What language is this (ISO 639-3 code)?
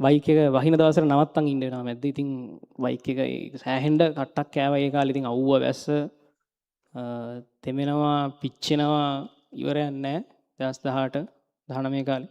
sin